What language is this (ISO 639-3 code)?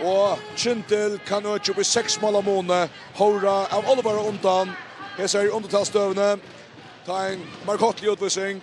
fao